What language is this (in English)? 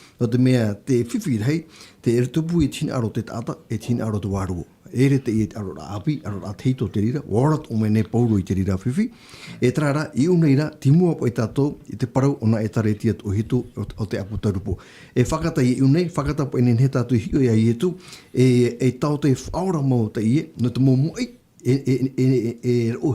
Tahitian